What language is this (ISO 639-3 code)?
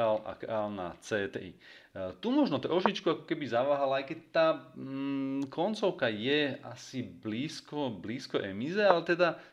slk